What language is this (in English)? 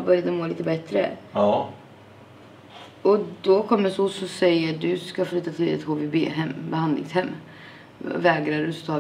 Swedish